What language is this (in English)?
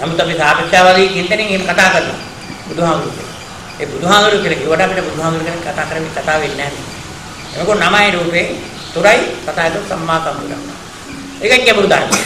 Sinhala